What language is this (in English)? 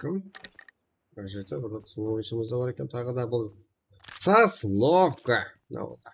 Kara-Kalpak